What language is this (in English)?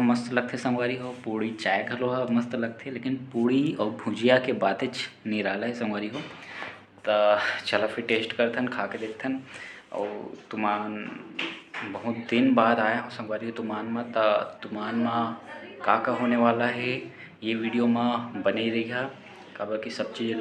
Chhattisgarhi